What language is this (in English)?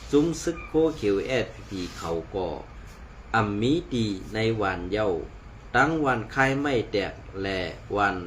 Shan